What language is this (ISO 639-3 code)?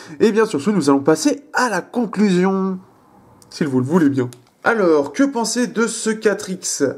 fra